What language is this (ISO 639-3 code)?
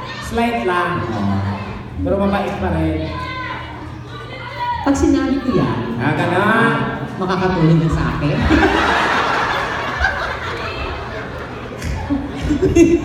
fil